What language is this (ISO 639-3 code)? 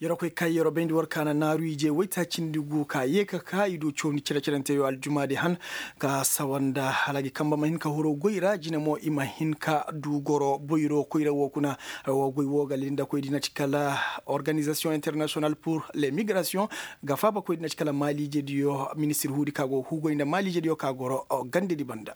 ses